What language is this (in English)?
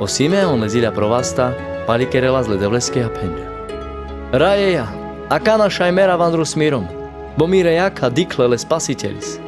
Carpathian Romani